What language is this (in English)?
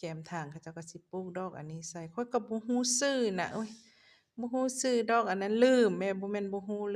Lao